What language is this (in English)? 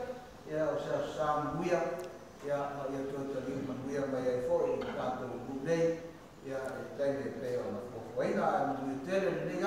Samoan